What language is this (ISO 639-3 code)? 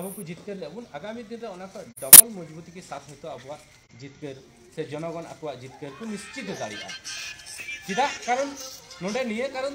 sat